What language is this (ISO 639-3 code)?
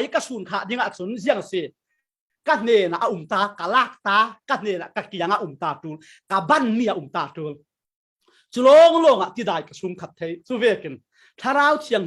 cfm